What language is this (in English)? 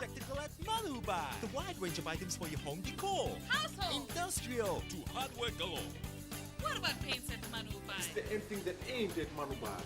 Fijian